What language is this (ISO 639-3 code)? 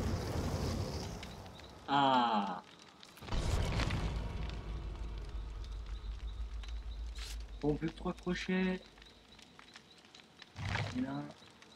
fra